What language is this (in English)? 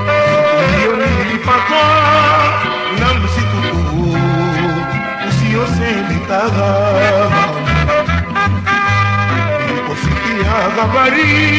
Swahili